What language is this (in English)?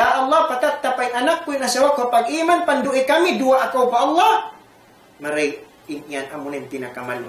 Tausug